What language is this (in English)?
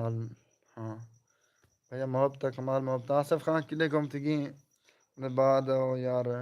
Saraiki